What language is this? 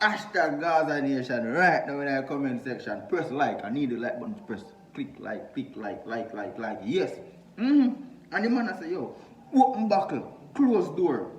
Jamaican Creole English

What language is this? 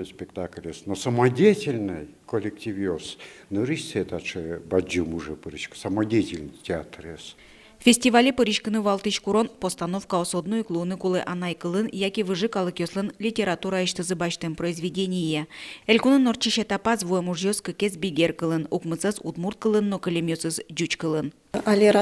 Udmurt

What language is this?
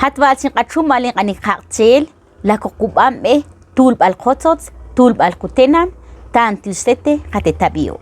Ixil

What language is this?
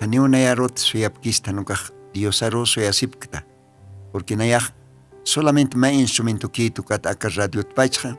Aymara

